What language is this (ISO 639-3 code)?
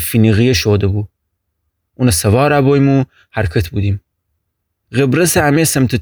glk